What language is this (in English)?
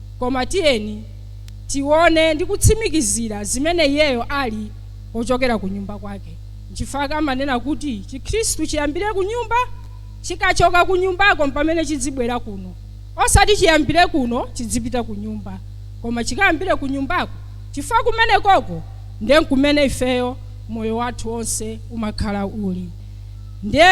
Nyanja